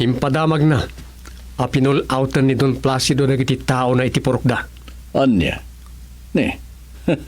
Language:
Iloko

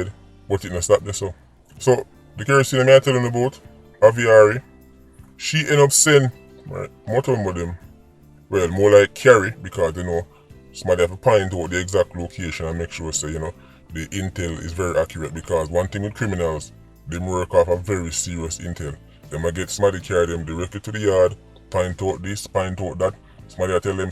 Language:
Jamaican Creole English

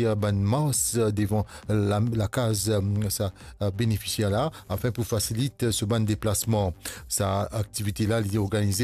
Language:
Morisyen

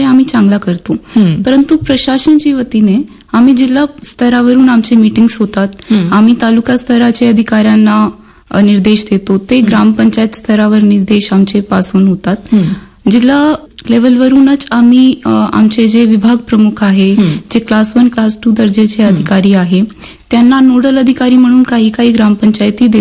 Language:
Marathi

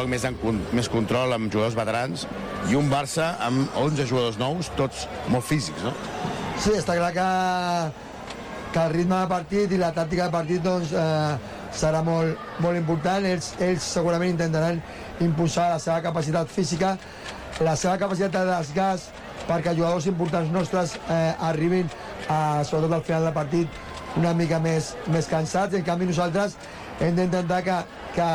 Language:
Catalan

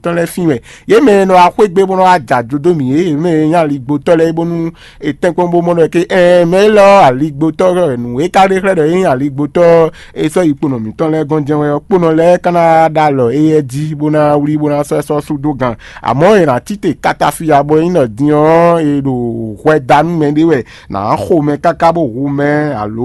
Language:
Fon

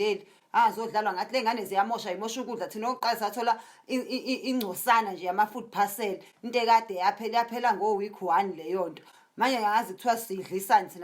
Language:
Zulu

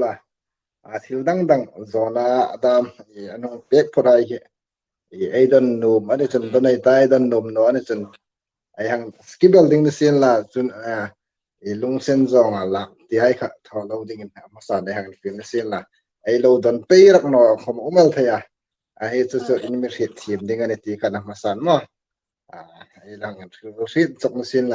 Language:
Hmar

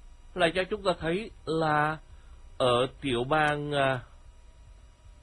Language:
Vietnamese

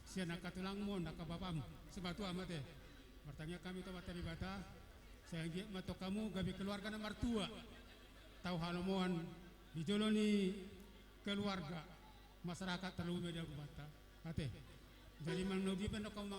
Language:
Batak Toba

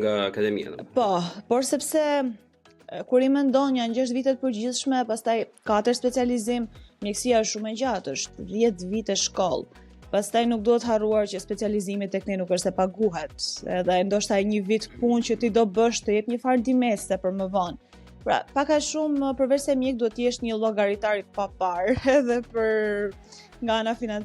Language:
Albanian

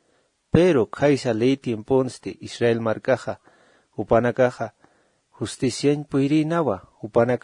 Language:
Aymara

